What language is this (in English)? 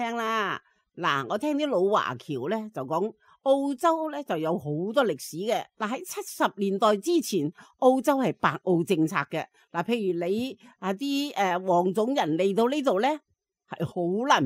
Cantonese